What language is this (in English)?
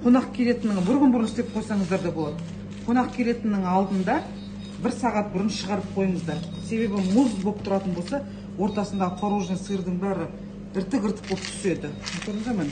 Kazakh